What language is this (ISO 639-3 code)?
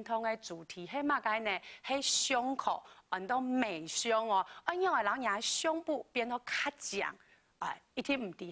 hak